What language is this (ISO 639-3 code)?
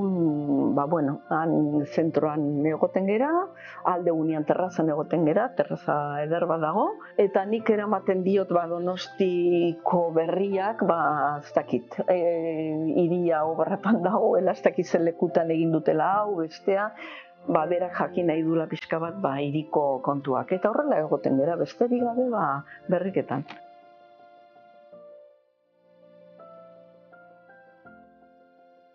eus